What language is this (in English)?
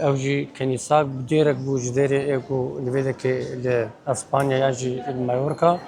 Kurdish